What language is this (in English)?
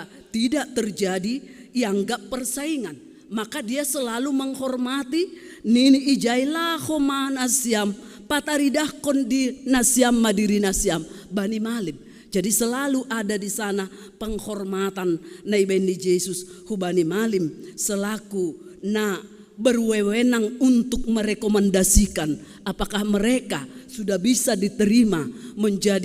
Batak Simalungun